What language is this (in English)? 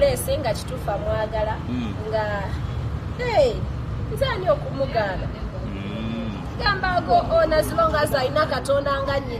Ganda